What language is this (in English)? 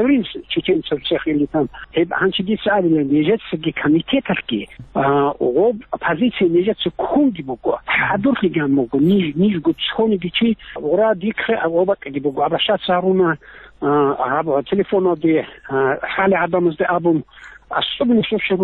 Avaric